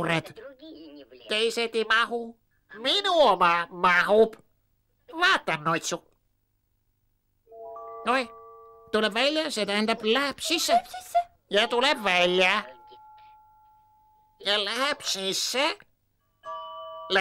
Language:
Estonian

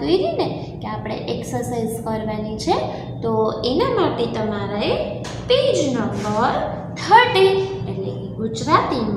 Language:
Gujarati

